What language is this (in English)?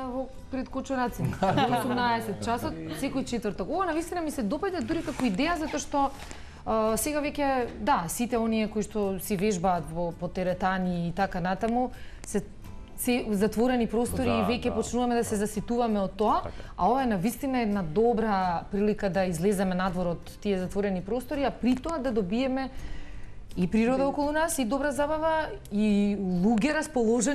Macedonian